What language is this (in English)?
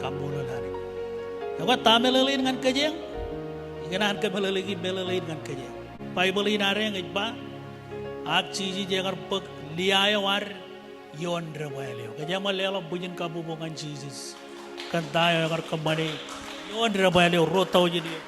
Marshallese